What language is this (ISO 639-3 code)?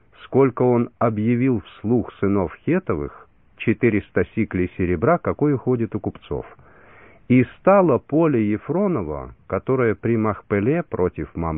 rus